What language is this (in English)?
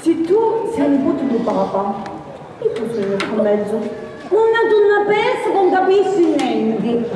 Sicilian